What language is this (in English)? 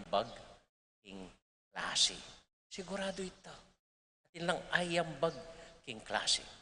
Pampanga